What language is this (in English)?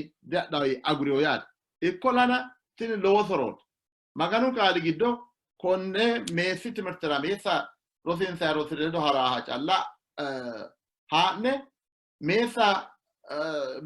Sidamo